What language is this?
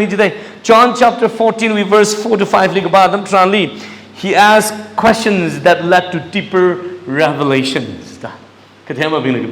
Tangkhul Naga (India)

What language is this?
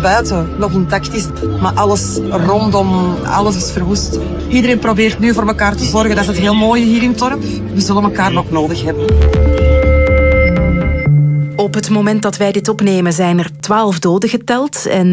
Dutch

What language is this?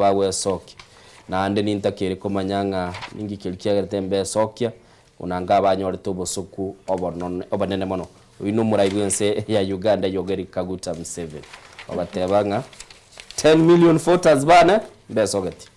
Gusii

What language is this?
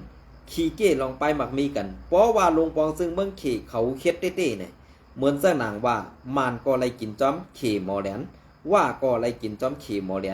Shan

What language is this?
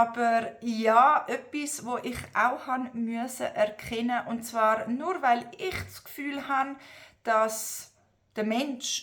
Swiss German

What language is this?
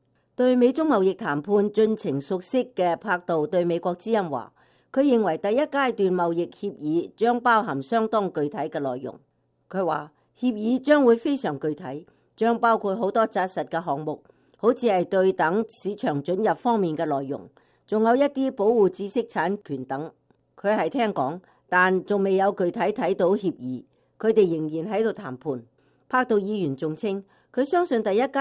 Cantonese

